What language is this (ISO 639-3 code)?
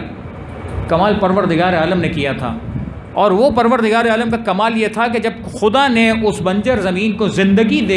urd